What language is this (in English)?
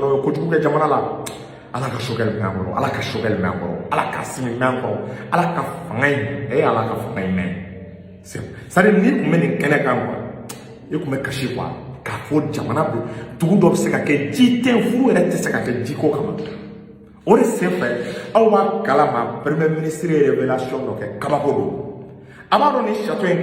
Bambara